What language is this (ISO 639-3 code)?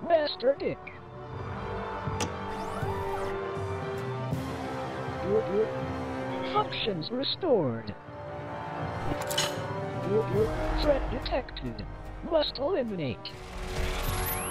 eng